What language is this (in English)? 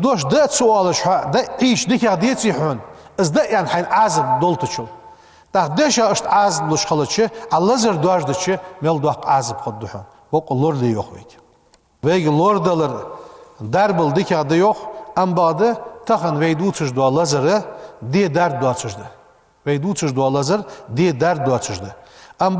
Ingush